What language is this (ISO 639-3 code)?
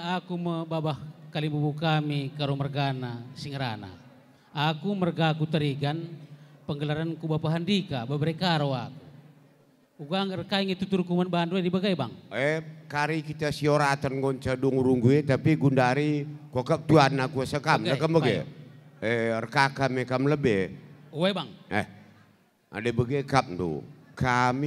btx